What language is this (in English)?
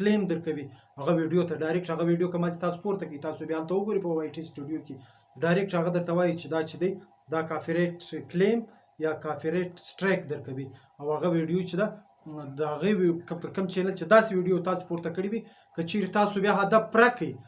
Pashto